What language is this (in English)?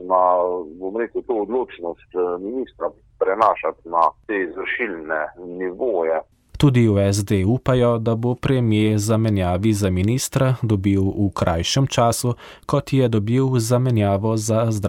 Slovenian